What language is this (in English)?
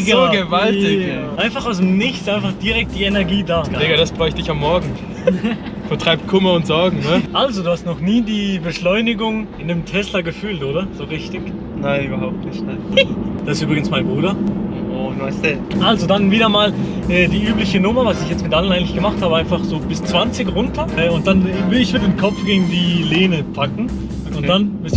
Swiss German